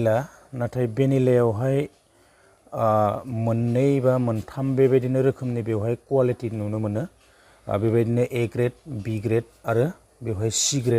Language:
Bodo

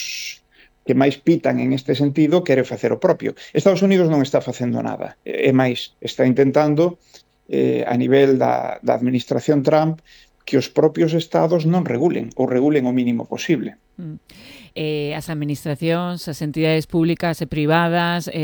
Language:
Galician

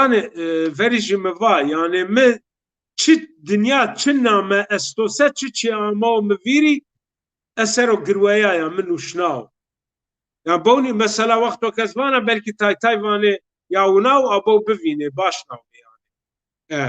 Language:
Zaza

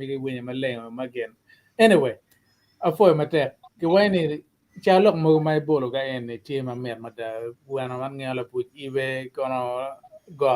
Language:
Acoli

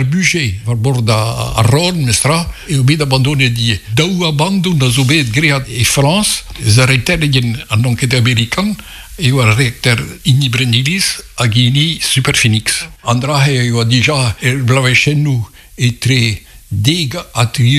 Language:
Breton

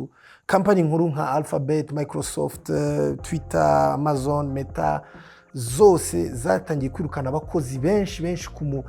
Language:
Kinyarwanda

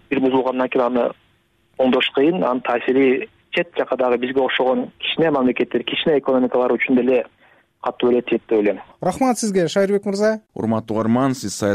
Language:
Kyrgyz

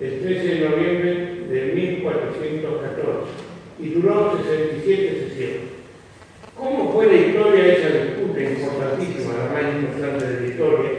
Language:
Ladino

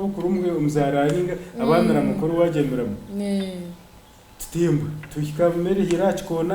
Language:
Nyankole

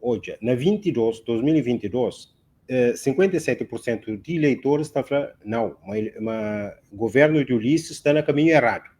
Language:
Kabuverdianu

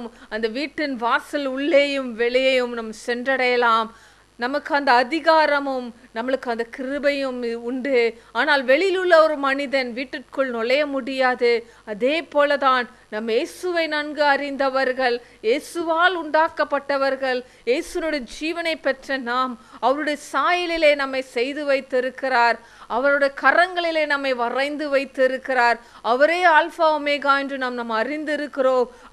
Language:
Tamil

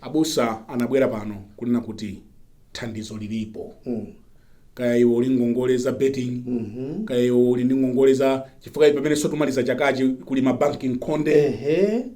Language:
Nyanja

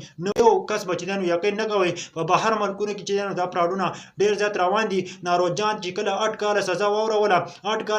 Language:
Pashto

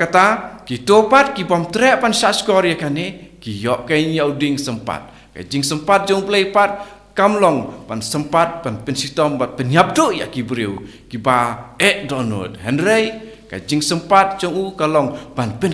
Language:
Khasi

